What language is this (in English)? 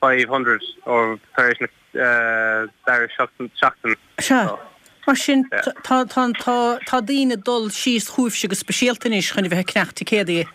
Irish